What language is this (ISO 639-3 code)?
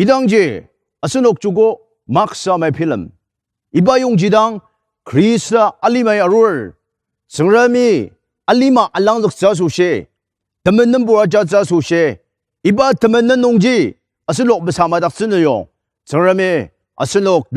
njo